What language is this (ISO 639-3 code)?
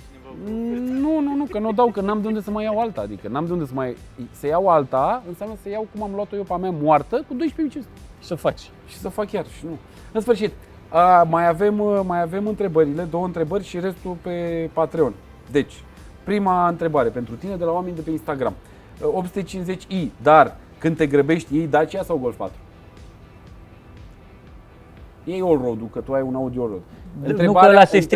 ron